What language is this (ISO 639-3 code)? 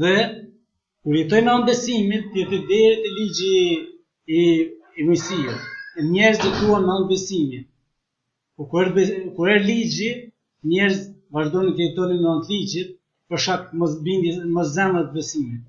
sqi